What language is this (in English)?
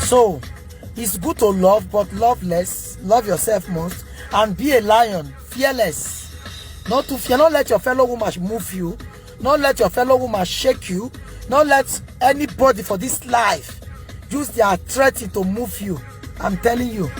Nigerian Pidgin